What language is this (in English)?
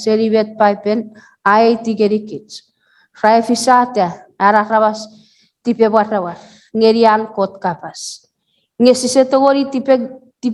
Chuukese